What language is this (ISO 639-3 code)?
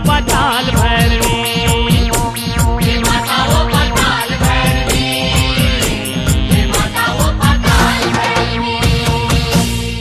hne